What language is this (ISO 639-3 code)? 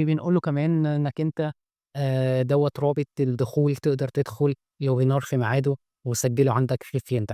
arz